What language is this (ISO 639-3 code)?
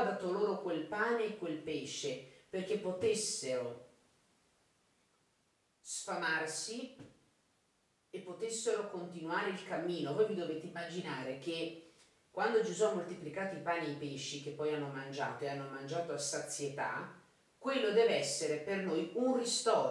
ita